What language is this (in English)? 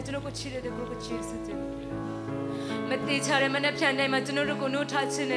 Burmese